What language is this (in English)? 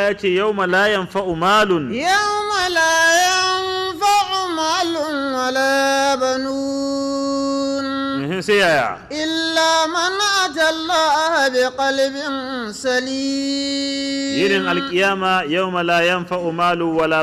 Hausa